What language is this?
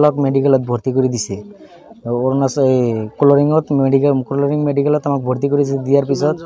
Assamese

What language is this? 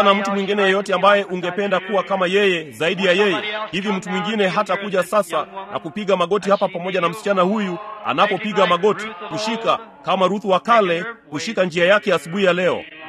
Swahili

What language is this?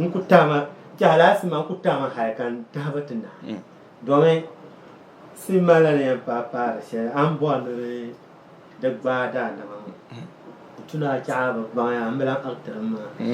Dagbani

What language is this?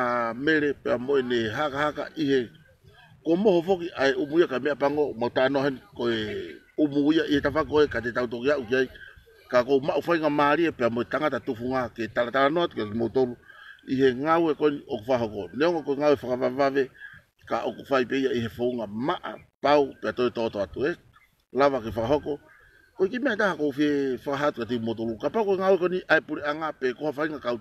Tongan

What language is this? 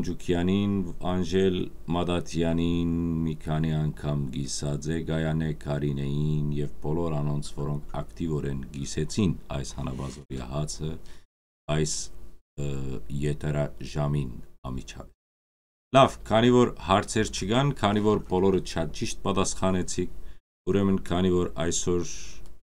Western Armenian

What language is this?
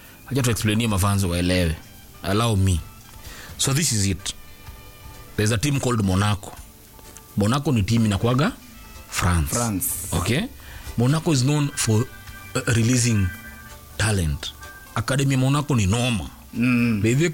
Swahili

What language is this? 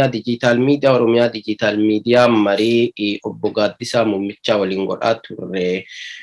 Oromo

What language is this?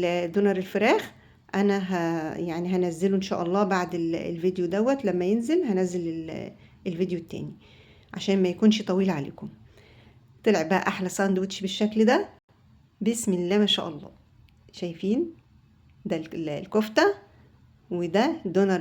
Egyptian Arabic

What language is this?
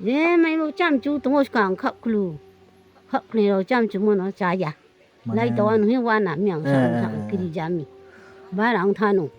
Kok Borok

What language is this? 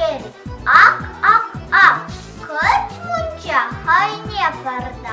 Chuvash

